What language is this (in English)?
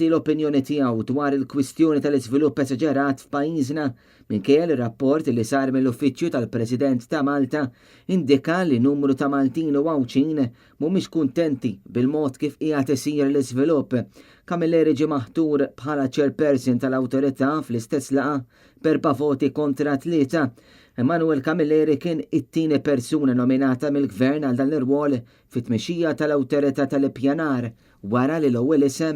Maltese